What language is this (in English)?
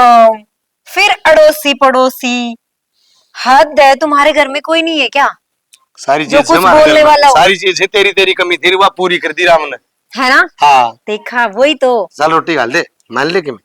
Haryanvi